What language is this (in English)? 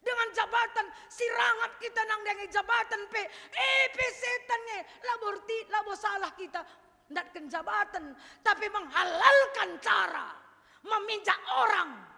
Batak Karo